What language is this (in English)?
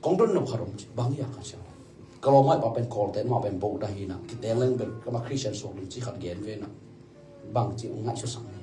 Tedim Chin